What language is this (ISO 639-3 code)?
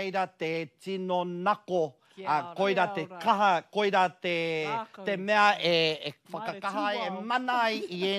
mri